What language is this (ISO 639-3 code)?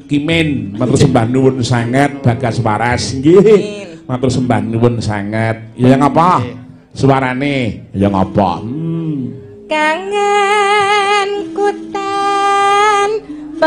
jav